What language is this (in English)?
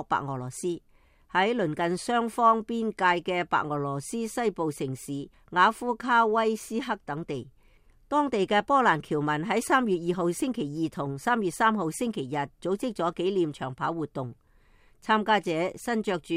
Cantonese